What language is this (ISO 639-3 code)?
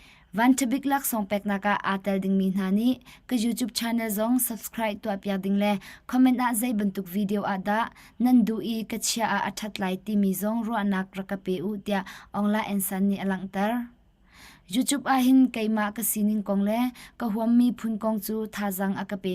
cnh